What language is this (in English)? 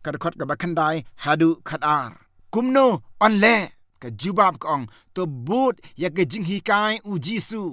Khasi